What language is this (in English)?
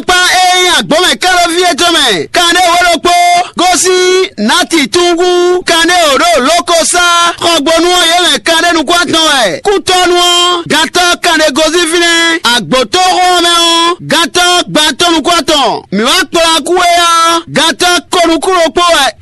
Fon